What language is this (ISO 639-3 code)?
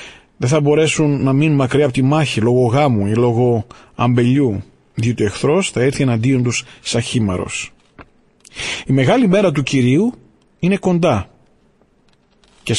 ell